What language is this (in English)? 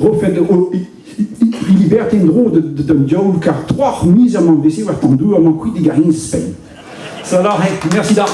Breton